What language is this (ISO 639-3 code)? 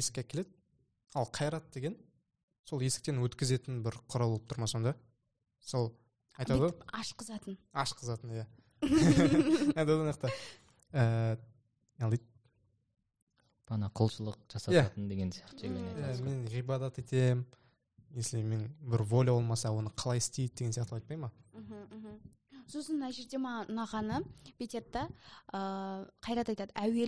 kaz